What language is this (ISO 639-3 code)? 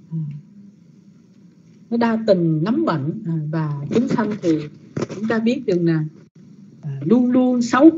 vie